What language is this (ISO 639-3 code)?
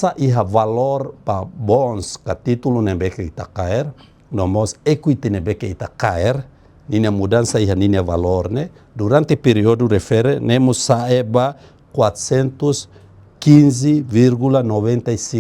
tet